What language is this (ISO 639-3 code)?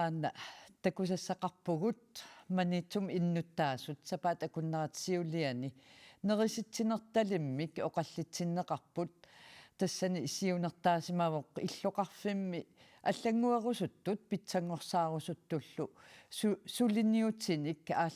kal